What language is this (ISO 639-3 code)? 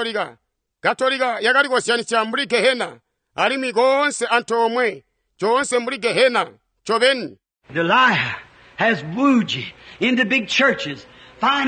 toi